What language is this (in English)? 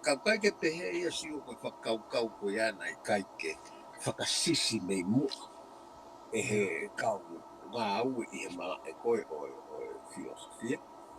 Tongan